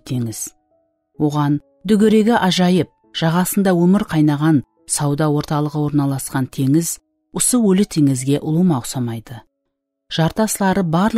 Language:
Kara-Kalpak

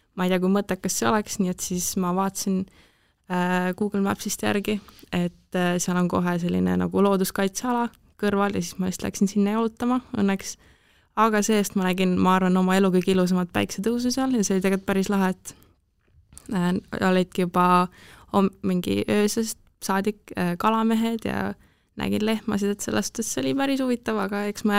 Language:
Estonian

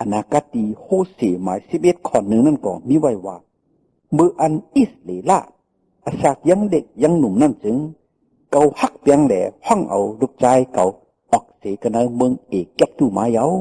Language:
Shan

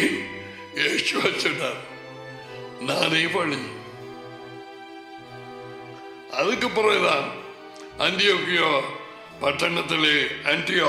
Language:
Tamil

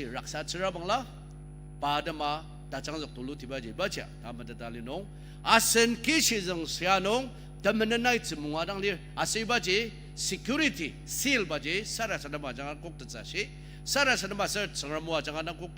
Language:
Ao Naga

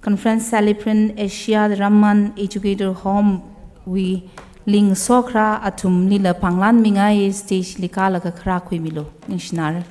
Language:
Tangkhul Naga (India)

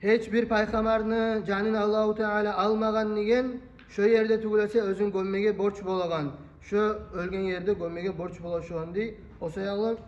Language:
Kumyk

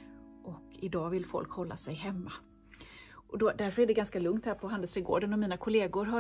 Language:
Swedish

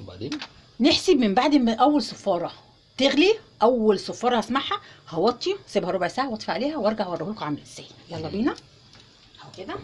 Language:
Egyptian Arabic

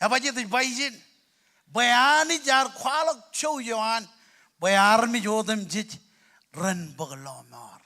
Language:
Marshallese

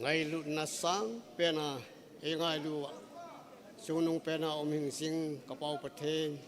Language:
Thado Chin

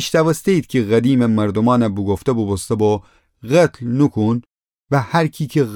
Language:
Gilaki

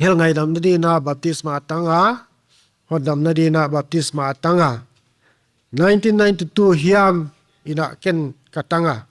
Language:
Paite Chin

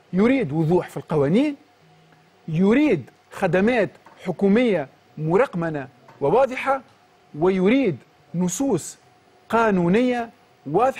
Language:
Tunisian Arabic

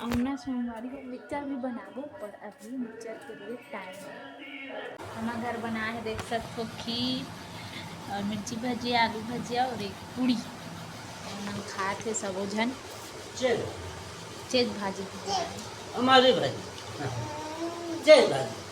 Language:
Chhattisgarhi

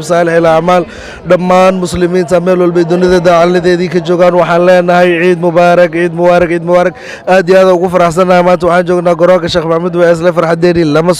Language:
Somali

